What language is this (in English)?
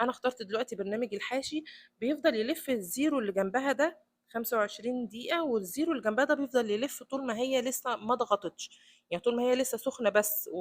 Egyptian Arabic